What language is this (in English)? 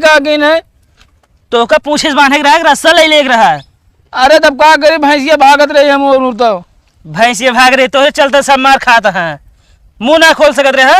Awadhi